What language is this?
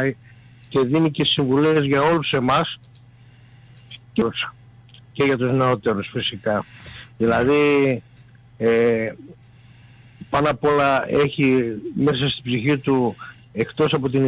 Greek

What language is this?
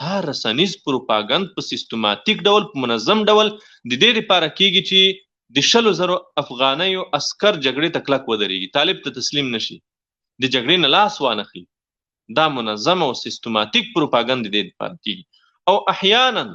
Pashto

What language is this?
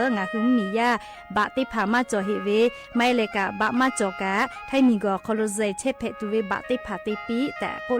Lahu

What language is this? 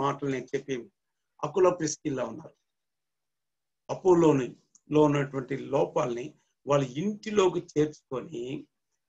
Telugu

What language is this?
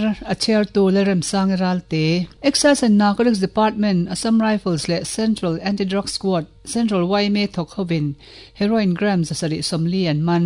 Mizo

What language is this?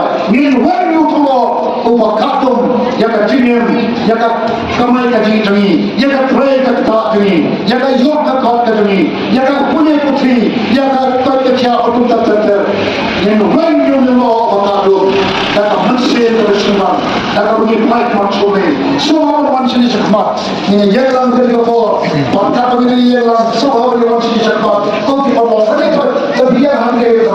Khasi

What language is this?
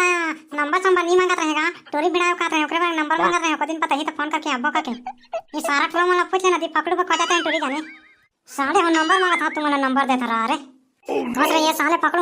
Chhattisgarhi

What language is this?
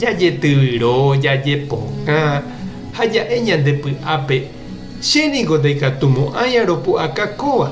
Guarani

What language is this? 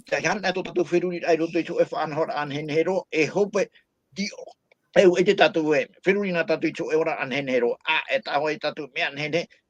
Tahitian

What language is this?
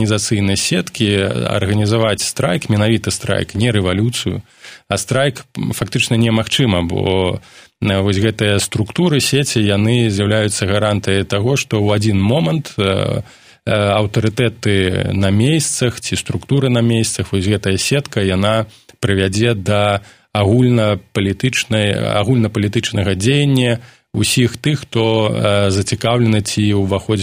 Belarusian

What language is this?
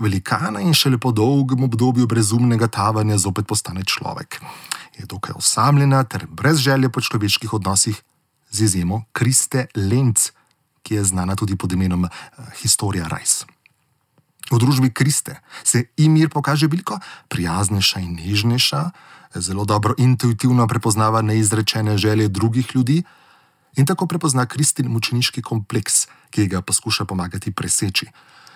Slovenian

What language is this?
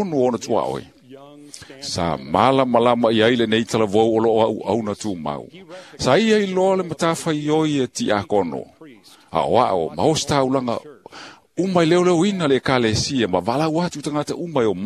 Samoan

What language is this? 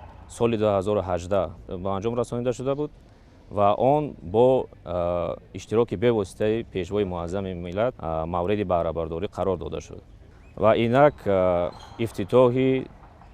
Tajik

